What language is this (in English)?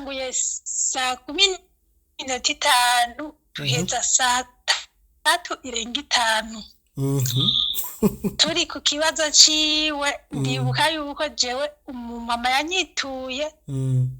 Rundi